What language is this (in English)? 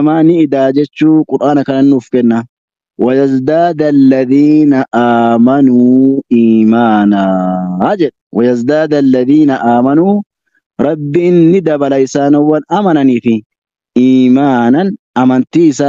Oromo